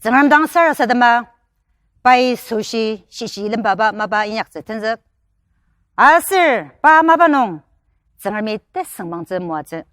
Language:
Ao Naga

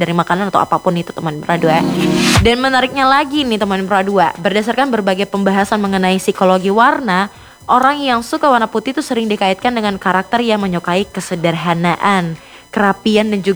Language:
Indonesian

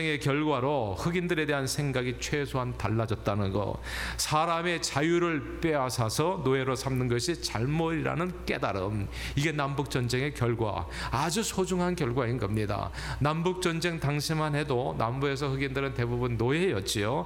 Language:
Korean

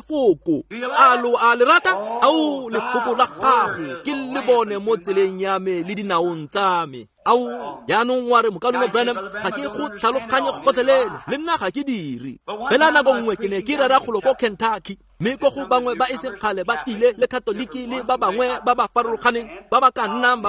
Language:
Tswana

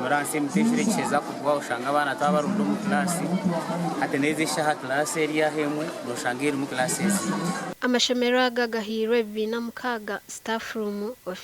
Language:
Nyankole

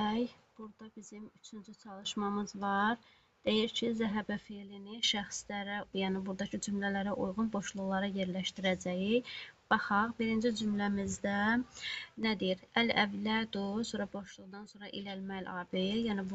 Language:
Azerbaijani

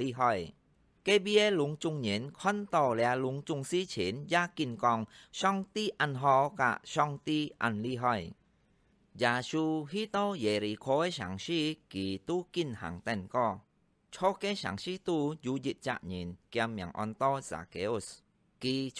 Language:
Hakka Chinese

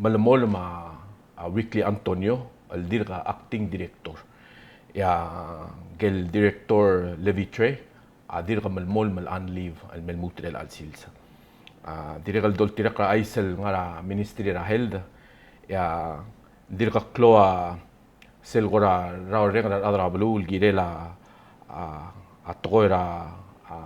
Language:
Palauan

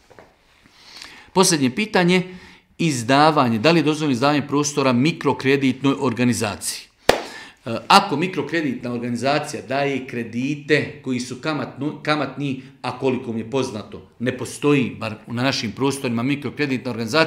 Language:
Bosnian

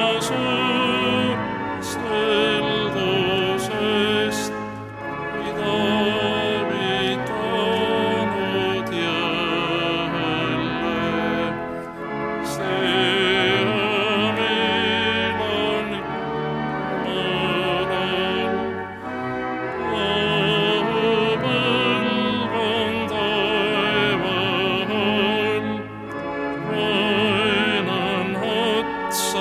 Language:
Estonian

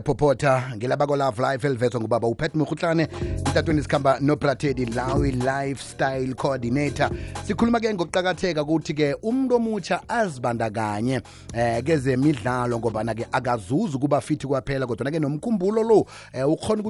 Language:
South Ndebele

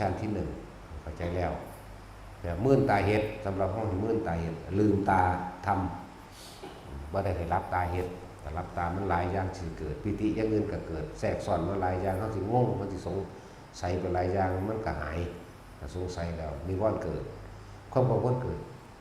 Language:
Northeastern Thai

